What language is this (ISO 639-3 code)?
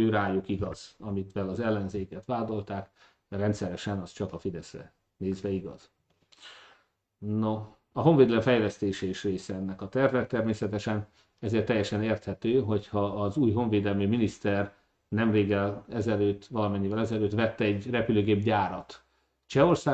hun